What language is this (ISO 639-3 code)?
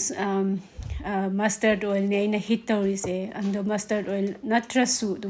mni